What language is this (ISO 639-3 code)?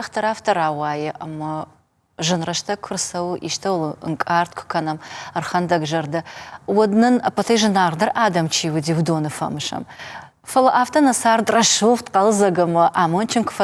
oss